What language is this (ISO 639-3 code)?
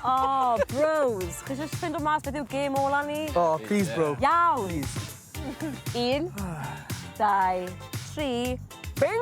cym